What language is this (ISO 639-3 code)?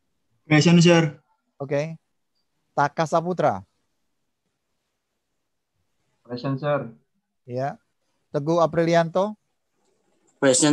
ind